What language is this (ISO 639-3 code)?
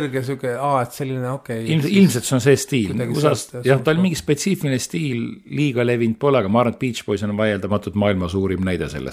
est